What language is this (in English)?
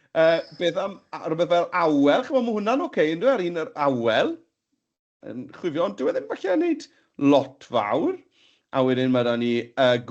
Welsh